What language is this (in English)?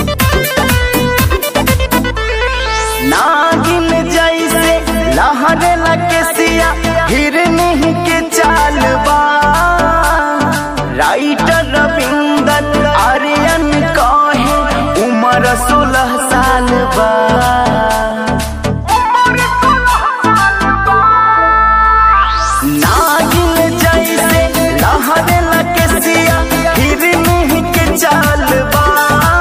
Bhojpuri